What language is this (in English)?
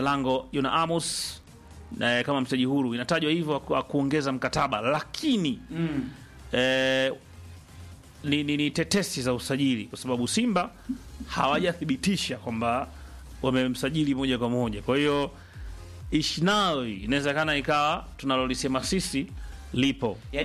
Swahili